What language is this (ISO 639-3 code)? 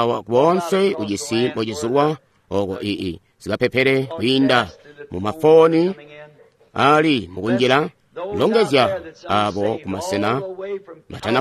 toi